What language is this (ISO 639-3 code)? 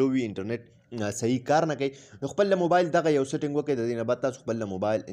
pus